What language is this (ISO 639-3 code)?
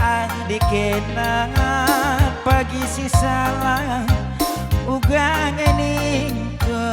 btx